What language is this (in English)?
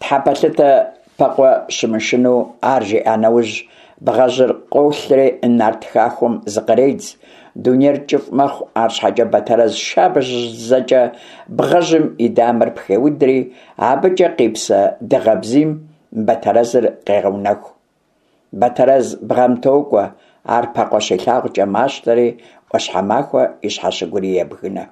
Kabardian